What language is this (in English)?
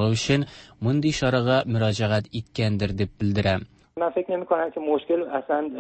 Tatar